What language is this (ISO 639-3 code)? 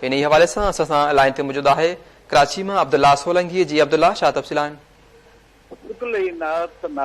snd